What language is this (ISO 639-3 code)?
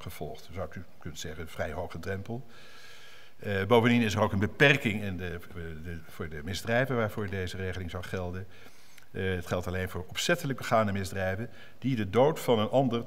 nld